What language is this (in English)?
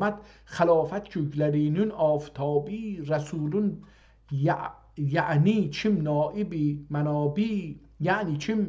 South Azerbaijani